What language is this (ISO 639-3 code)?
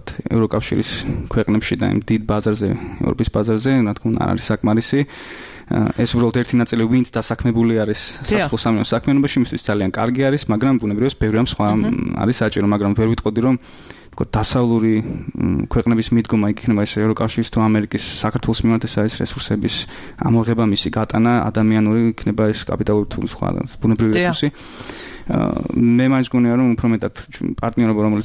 kat